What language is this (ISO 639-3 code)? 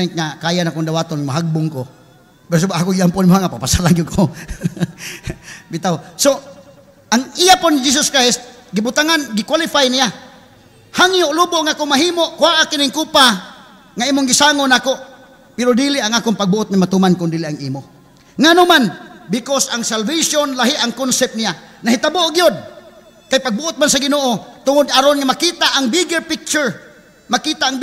ceb